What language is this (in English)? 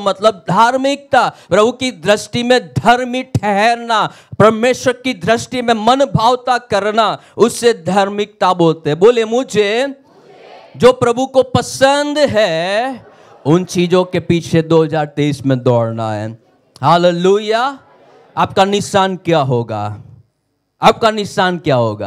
Hindi